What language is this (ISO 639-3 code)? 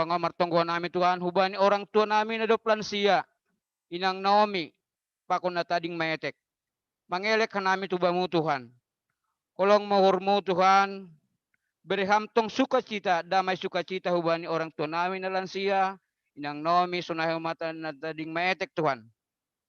bts